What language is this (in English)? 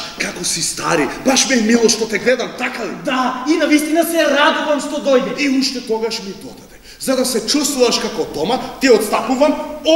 Macedonian